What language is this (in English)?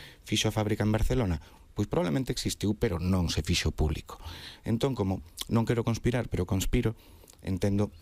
Galician